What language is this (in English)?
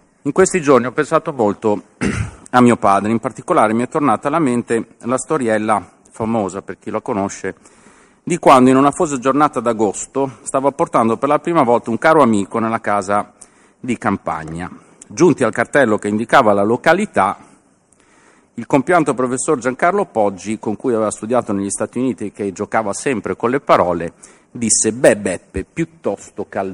Italian